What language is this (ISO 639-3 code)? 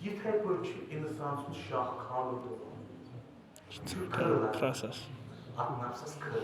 kas